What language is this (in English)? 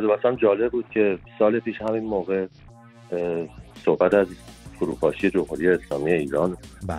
Persian